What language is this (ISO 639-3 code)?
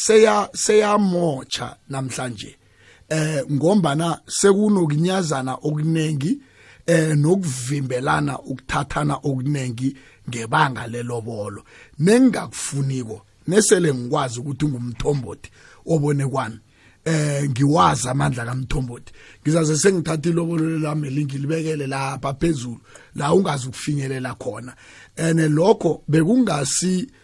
nbl